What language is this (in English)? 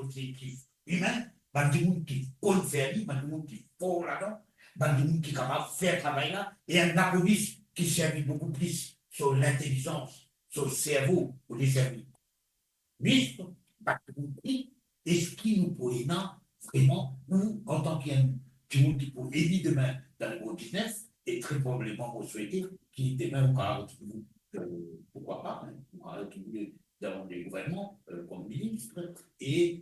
Morisyen